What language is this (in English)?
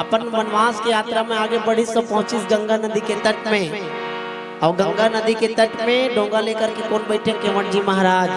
Chhattisgarhi